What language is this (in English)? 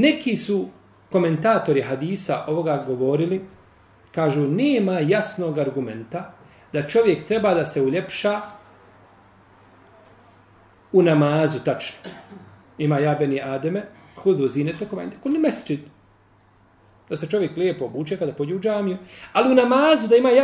Bosnian